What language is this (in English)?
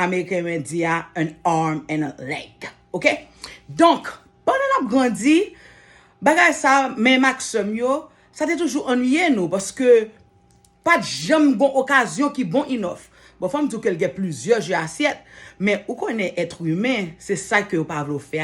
Haitian Creole